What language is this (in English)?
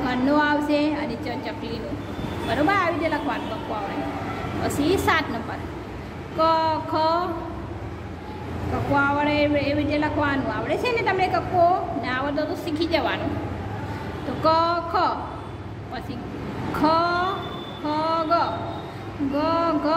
Gujarati